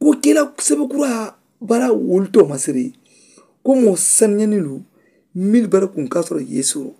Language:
Mandingo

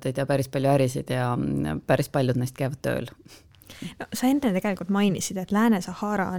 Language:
Estonian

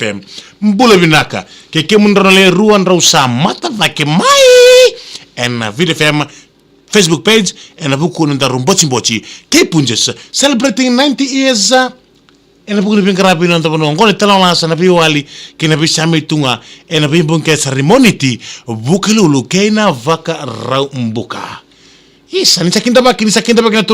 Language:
Fijian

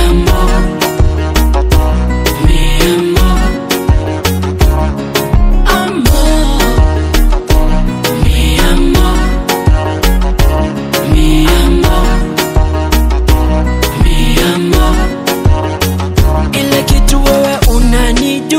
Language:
Swahili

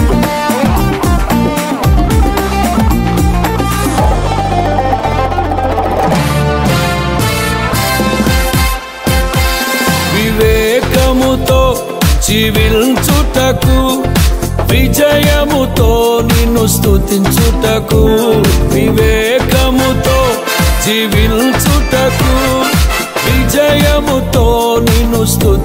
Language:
Telugu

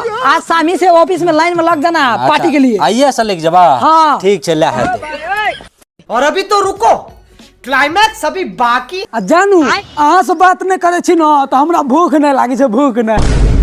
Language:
Maithili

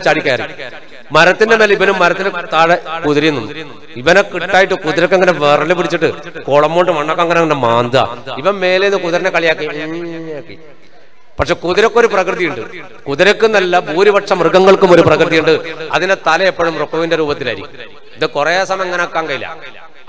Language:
Malayalam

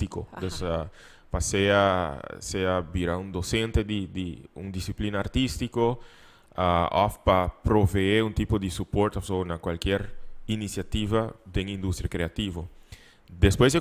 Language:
Papiamento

